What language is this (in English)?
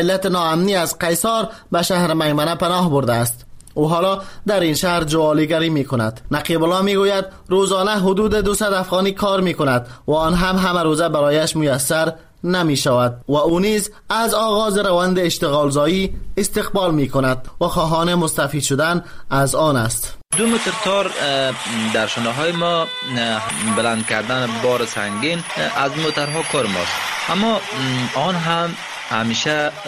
Persian